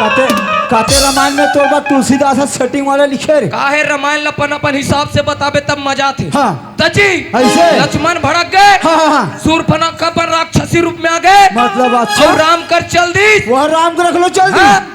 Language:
Chhattisgarhi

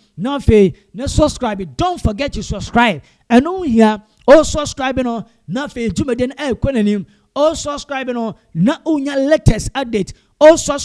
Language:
Akan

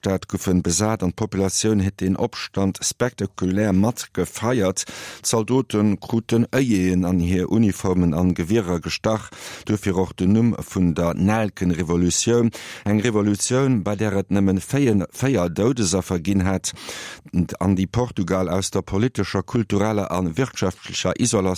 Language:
Luxembourgish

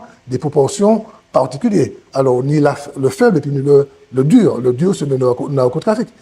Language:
Guadeloupean Creole French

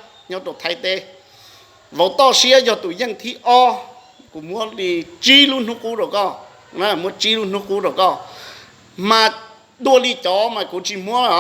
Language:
Hmong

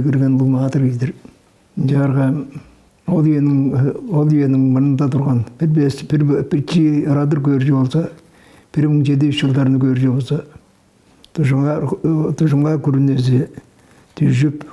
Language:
Tuvinian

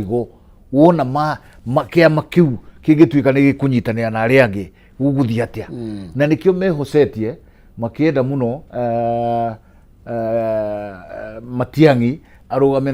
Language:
Kikuyu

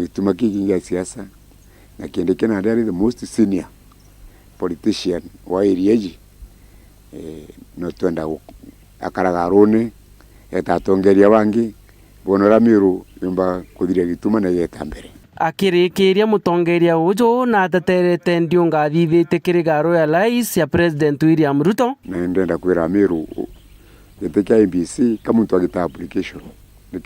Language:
Meru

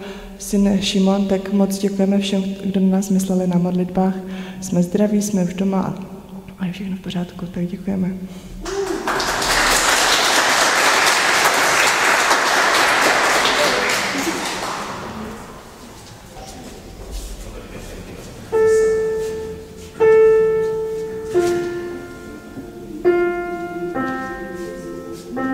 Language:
Czech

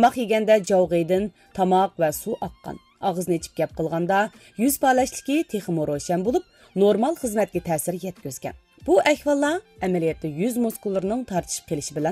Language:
Uyghur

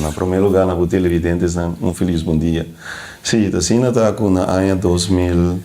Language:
Papiamento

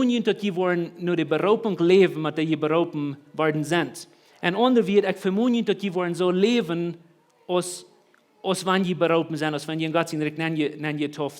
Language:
Plautdietsch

